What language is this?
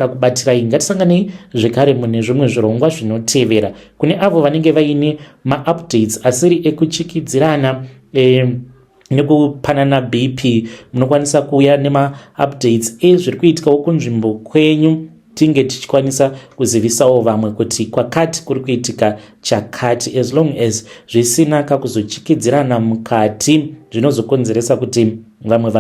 Shona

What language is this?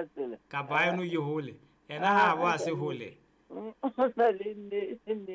Southern Sotho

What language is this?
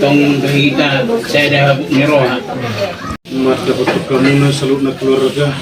Batak Toba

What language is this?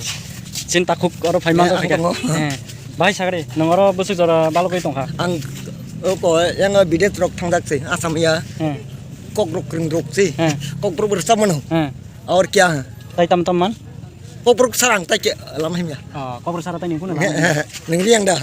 Kok Borok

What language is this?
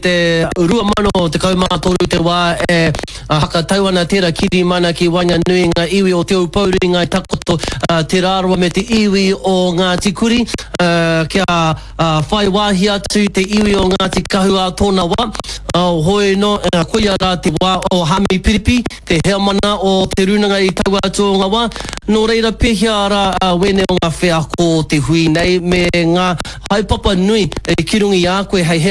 Māori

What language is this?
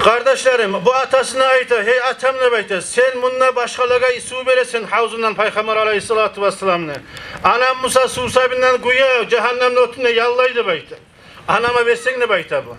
Kumyk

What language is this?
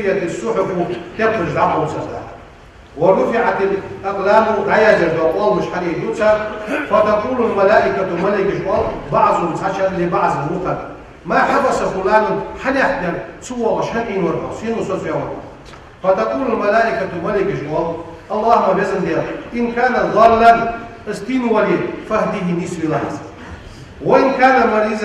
Ingush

